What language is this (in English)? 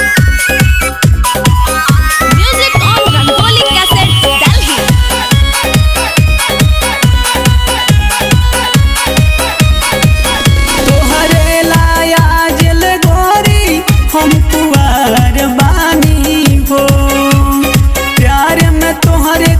Bhojpuri